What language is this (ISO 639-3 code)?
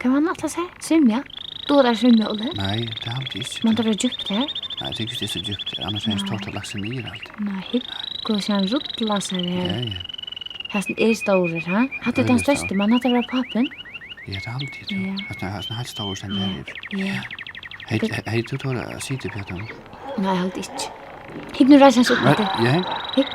fao